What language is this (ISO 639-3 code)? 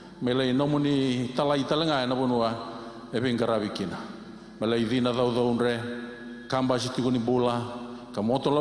fij